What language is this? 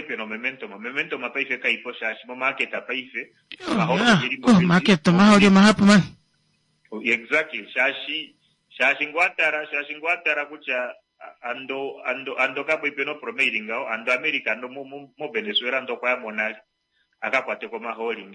Kuanyama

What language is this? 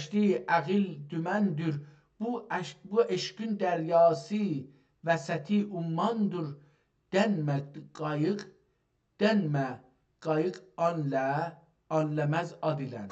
South Azerbaijani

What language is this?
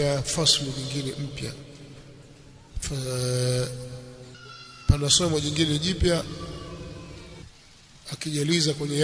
Swahili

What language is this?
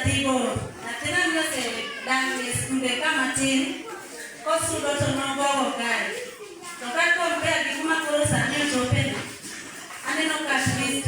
Luo (Kenya and Tanzania)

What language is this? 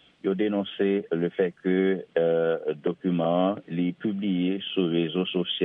Haitian Creole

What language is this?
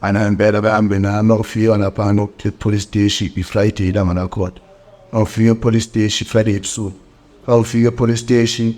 Zulu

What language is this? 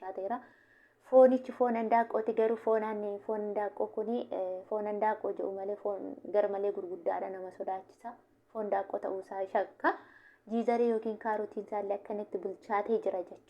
Oromo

